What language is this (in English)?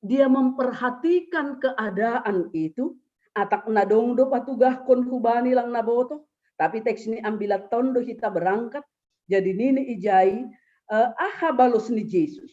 Batak Simalungun